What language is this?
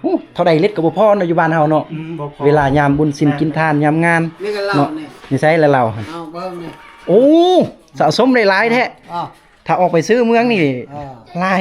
Lao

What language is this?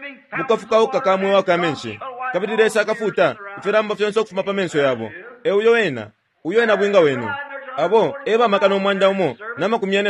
Bemba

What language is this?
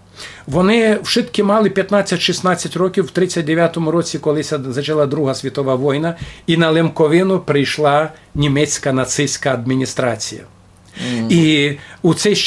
Rusyn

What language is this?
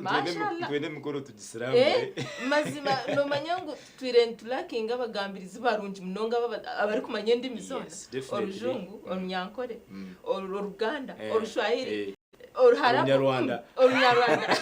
Nyankole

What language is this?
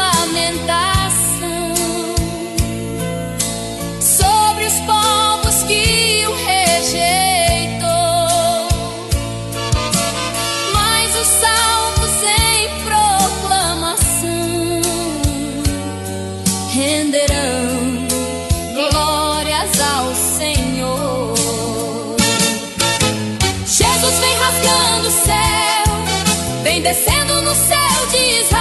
Portuguese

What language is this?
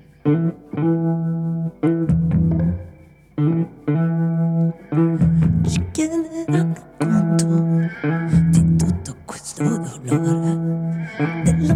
Italian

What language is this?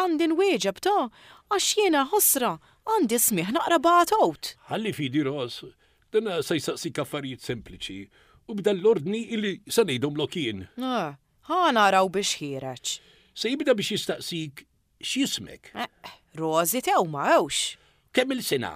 Maltese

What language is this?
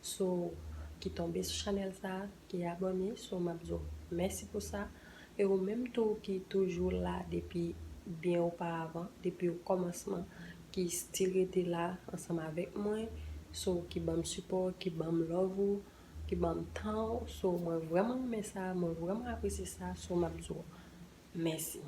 Haitian Creole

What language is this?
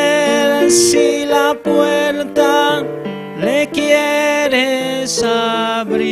Aymara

